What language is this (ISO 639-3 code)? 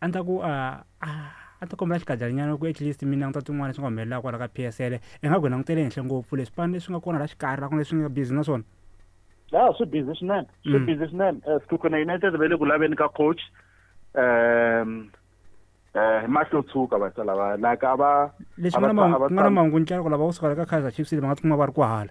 tso